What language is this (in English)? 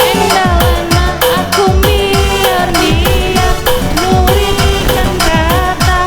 Batak Karo